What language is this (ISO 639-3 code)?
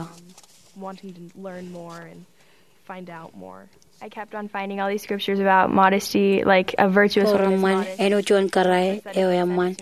mah